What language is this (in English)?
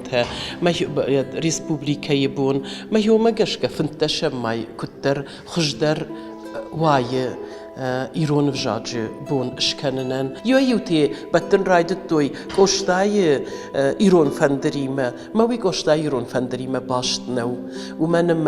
Ossetic